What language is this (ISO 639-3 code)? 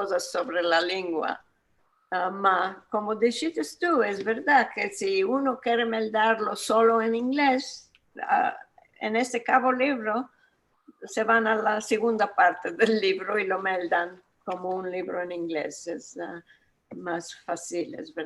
lad